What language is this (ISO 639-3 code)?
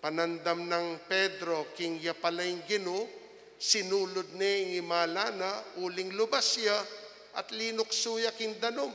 pam